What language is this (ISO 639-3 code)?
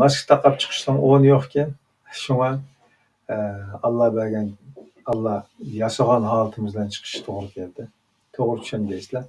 uig